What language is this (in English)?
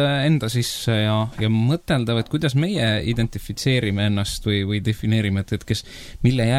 Estonian